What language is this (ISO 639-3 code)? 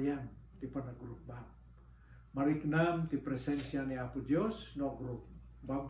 ilo